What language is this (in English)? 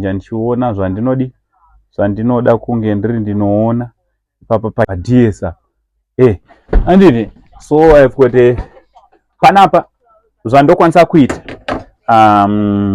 Shona